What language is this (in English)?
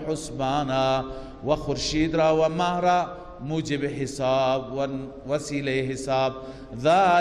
Persian